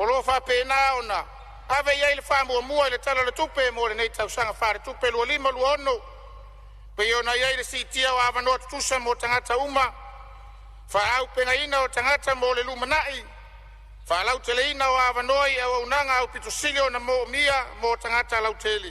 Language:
Samoan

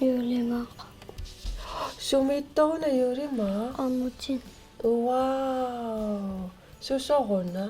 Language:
Kalaallisut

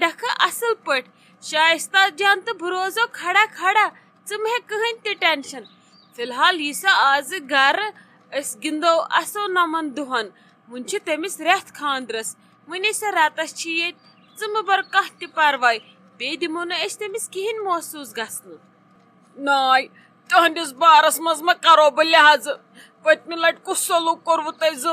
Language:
Kashmiri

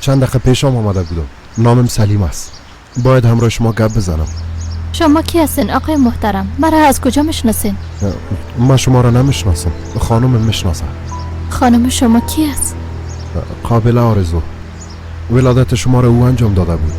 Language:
Persian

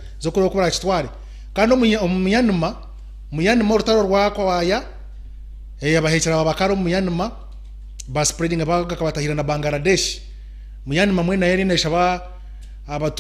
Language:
Nyankole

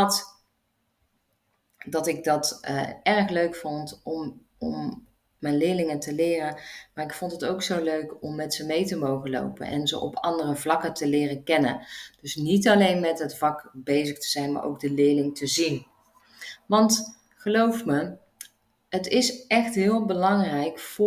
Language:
Dutch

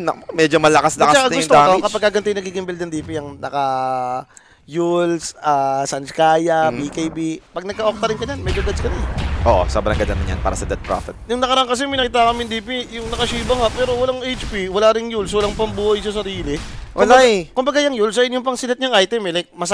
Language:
Filipino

